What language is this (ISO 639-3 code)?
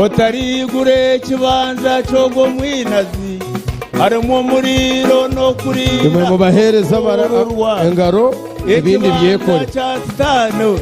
nyn